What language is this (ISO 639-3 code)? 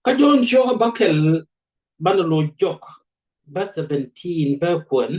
nus